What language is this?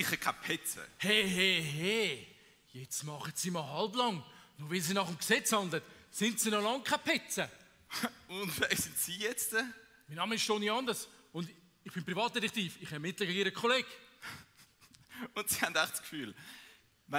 Swiss German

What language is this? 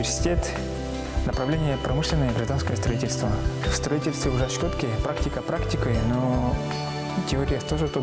Udmurt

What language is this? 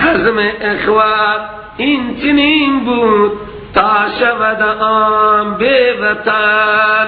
Persian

